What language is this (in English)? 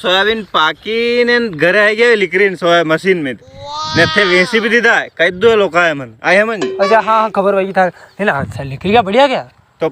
Rajasthani